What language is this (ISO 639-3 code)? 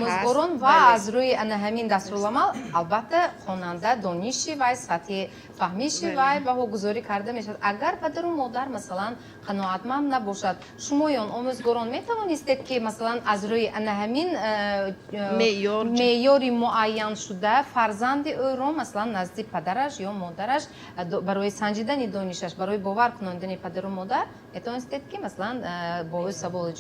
tgk